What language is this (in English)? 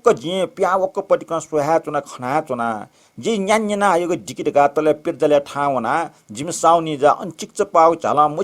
Newari